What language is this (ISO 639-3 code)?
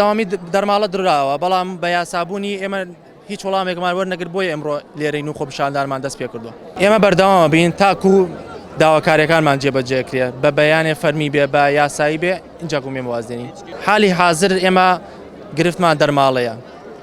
ckb